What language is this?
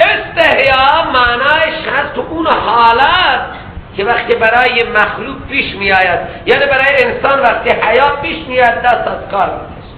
Persian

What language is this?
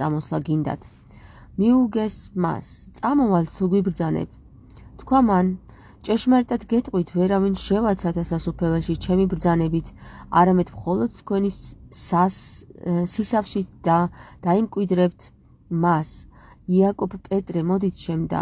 Georgian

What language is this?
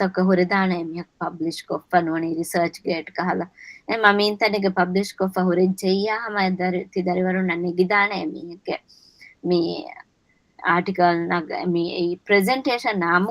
Divehi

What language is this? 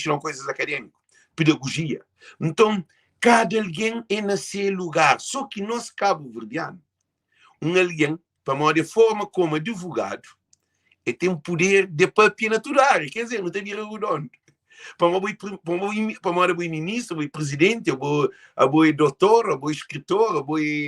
Kabuverdianu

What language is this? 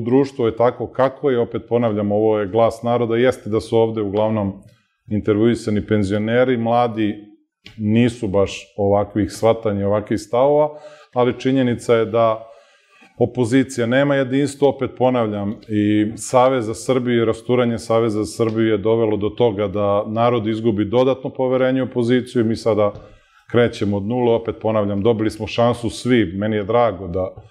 Serbian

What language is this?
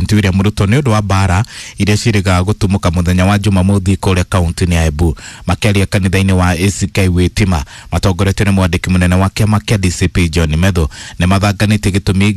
Kikuyu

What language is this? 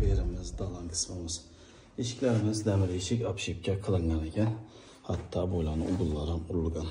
Uzbek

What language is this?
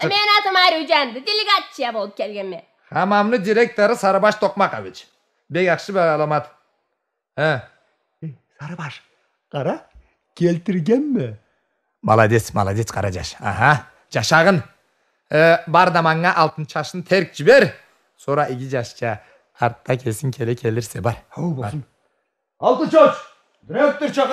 Karachay-Balkar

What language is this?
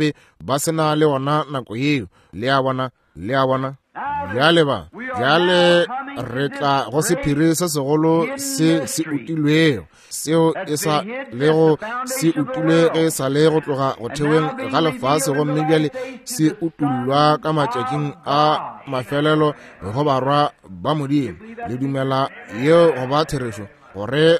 Northern Sotho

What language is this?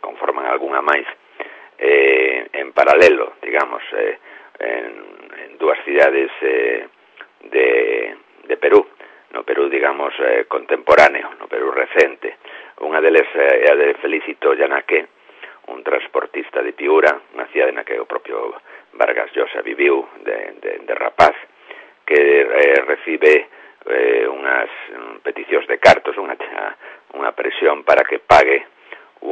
Galician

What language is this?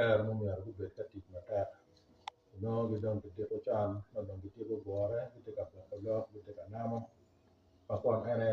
Acoli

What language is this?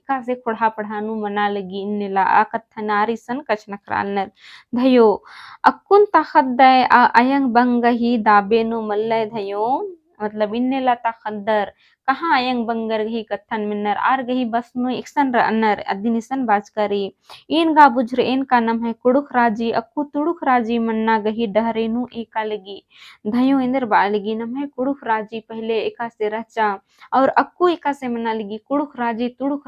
Kurukh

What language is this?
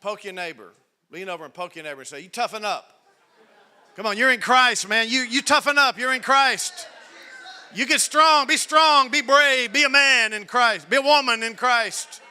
English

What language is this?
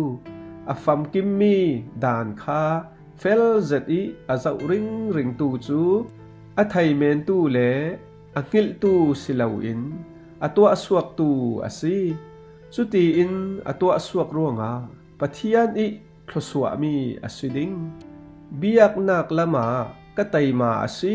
Falam Chin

